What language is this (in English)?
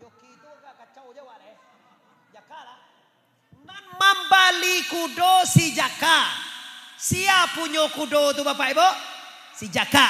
Minangkabau